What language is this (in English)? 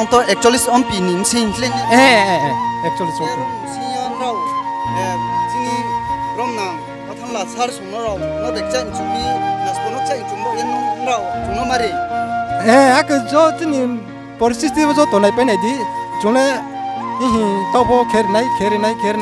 Riang (India)